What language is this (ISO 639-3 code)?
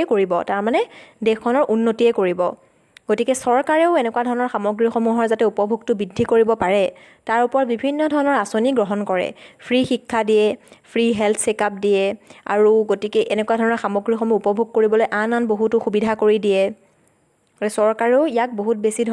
asm